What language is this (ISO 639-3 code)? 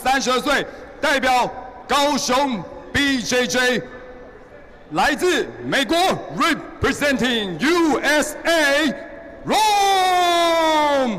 zho